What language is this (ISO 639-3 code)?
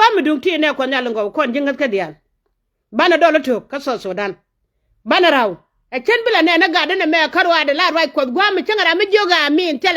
nus